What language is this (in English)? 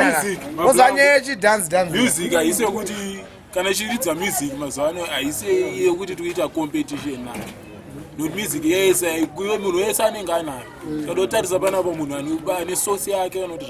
Shona